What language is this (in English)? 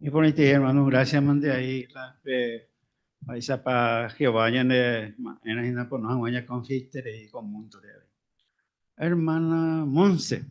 Guarani